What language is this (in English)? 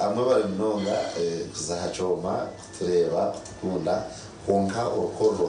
Nyankole